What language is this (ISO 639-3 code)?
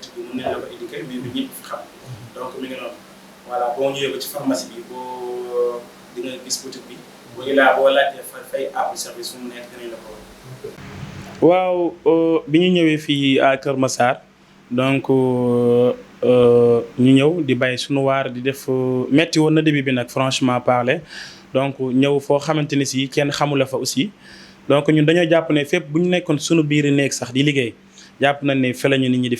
wol